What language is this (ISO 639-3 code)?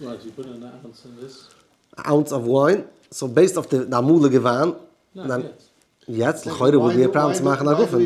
yid